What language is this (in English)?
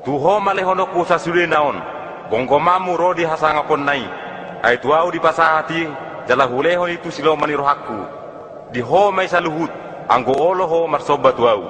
Batak Toba